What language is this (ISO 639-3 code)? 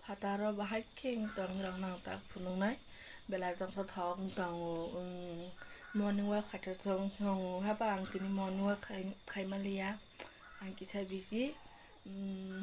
trp